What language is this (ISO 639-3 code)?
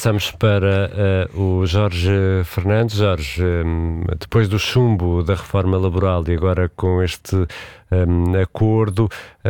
por